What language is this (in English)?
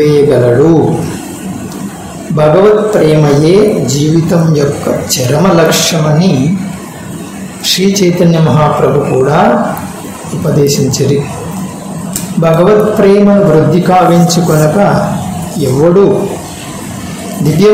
Telugu